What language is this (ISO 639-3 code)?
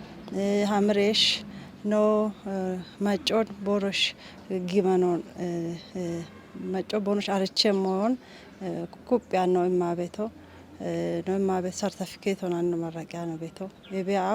kbr